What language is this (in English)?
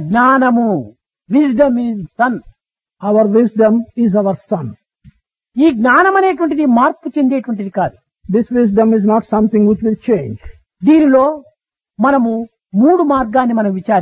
Telugu